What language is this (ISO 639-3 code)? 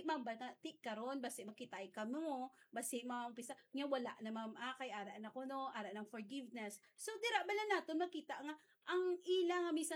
hil